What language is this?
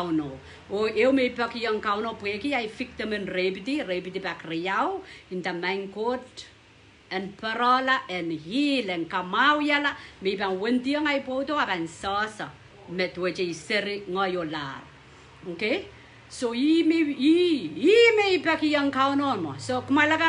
Pohnpeian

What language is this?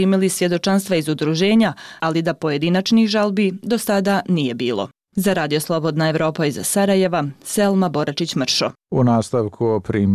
Bosnian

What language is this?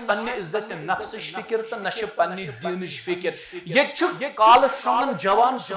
Kashmiri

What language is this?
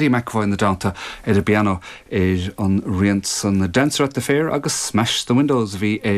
Irish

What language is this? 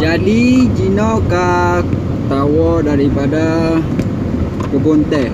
Achinese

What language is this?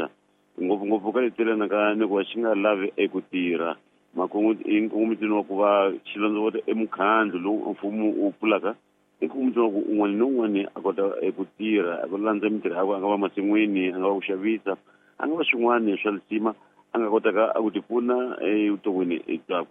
Tsonga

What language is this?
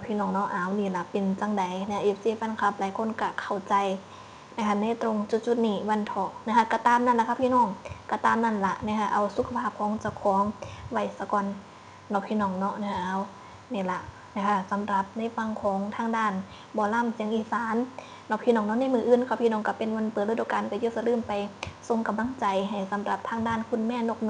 Northeastern Thai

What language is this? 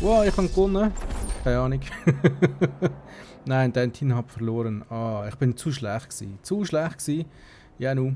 Swiss German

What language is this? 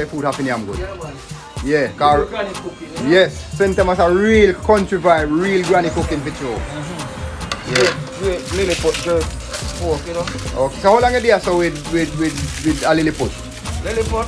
Jamaican Creole English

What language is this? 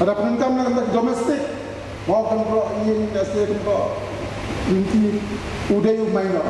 Khasi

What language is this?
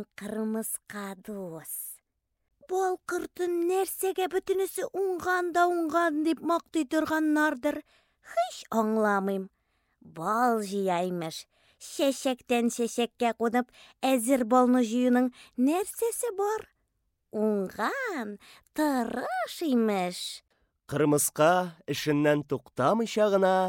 Tatar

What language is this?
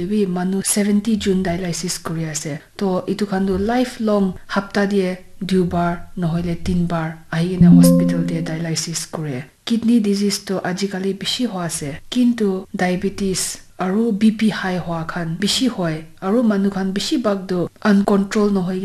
Naga Pidgin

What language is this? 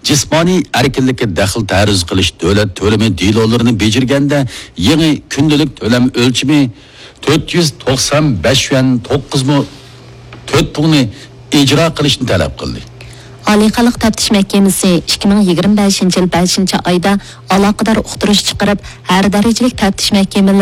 Uyghur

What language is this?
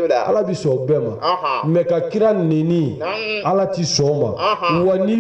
Bambara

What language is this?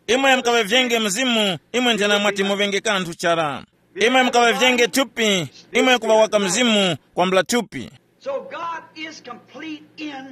Tumbuka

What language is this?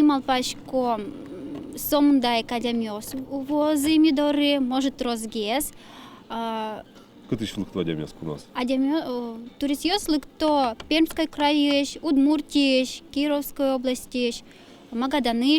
Udmurt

